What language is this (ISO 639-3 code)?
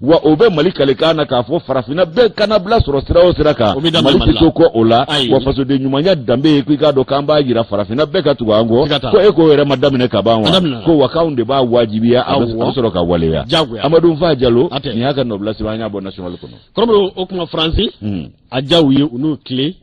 bam